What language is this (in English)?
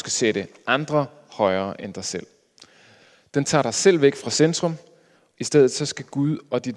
Danish